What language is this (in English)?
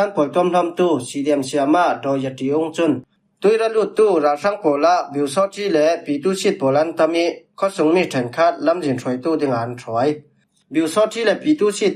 Falam Chin